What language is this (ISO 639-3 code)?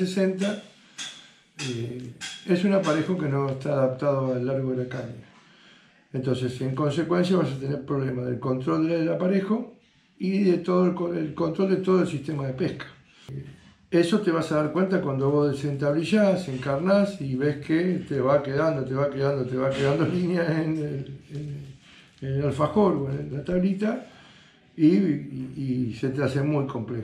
spa